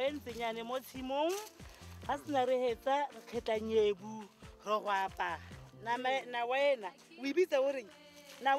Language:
Tswana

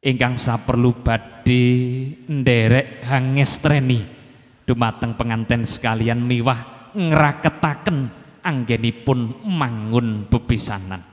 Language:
Javanese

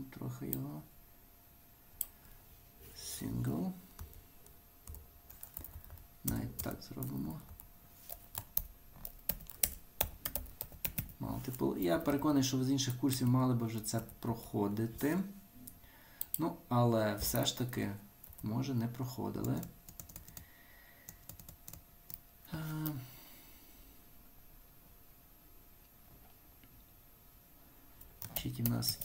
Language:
Ukrainian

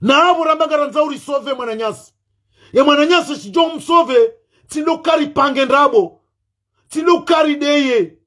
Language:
Ngazidja Comorian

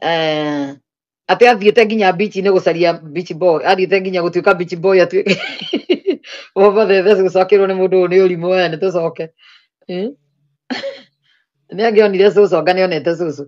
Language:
Kikuyu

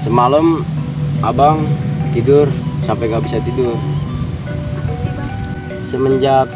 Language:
Betawi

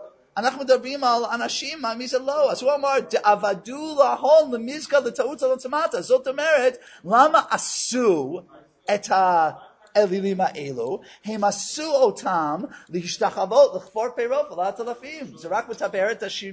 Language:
Hebrew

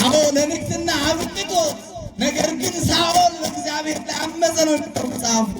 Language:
Amharic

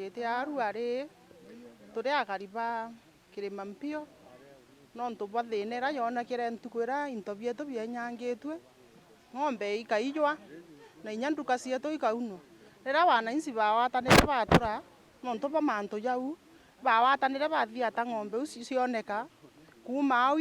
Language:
Meru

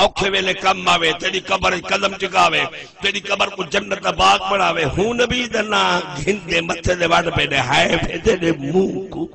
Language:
Saraiki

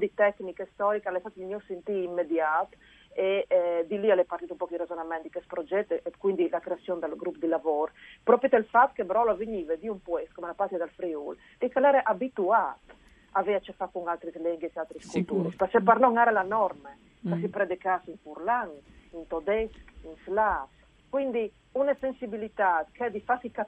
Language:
Friulian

